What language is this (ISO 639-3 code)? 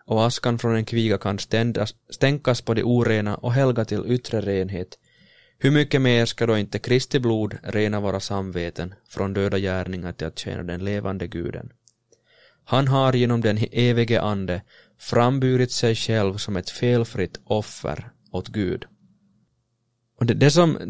swe